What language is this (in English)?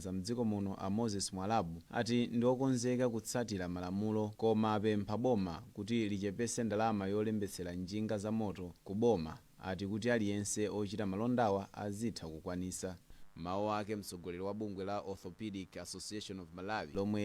Nyanja